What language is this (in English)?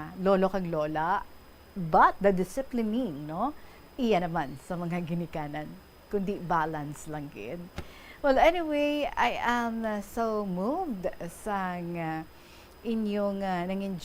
Hiligaynon